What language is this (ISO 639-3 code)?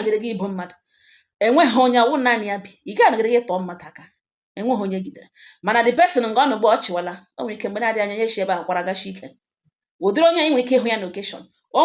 ibo